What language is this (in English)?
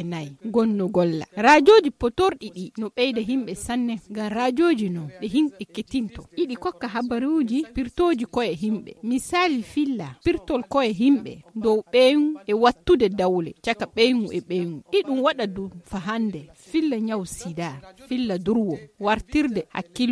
Fula